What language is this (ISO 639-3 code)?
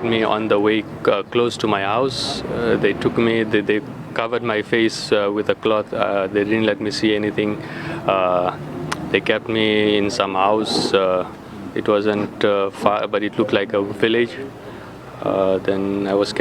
ven